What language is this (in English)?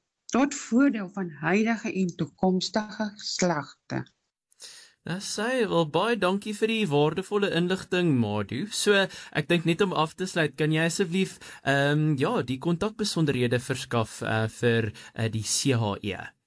Afrikaans